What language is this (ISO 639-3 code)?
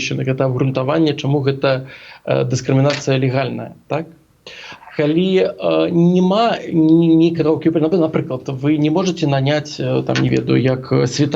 bel